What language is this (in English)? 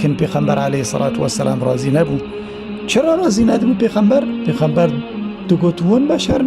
Kurdish